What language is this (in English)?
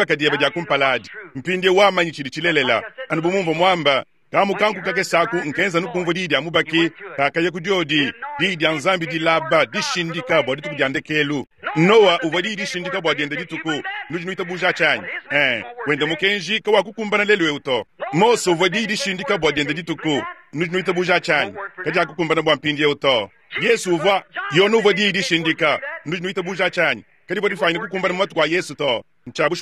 Luba-Lulua